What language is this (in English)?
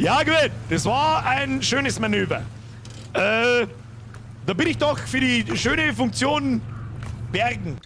Bavarian